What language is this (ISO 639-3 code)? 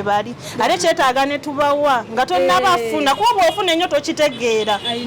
lug